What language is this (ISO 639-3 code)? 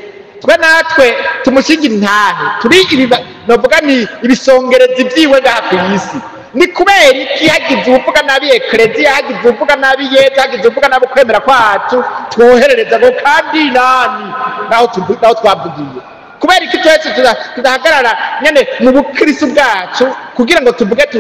run